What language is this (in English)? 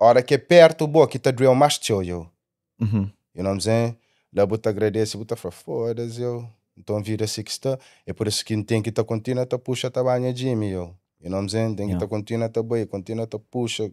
Kabuverdianu